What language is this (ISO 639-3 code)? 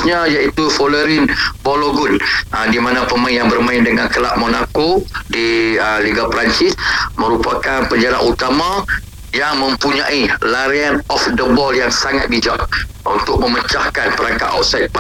msa